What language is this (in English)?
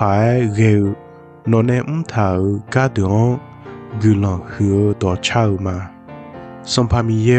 Akha